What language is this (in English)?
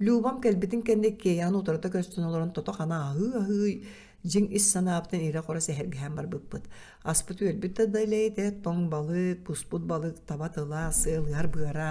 Yakut